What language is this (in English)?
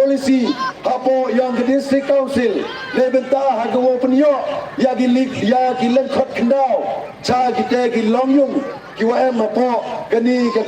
Pnar